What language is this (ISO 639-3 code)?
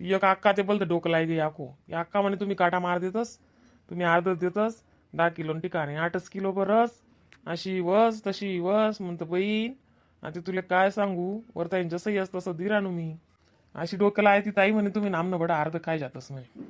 khn